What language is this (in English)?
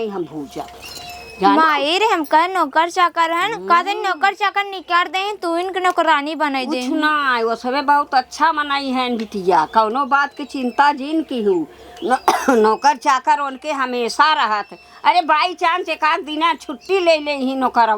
Awadhi